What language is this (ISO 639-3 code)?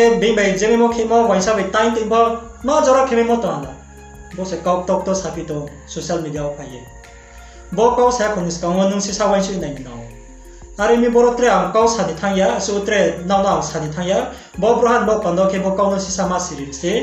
ria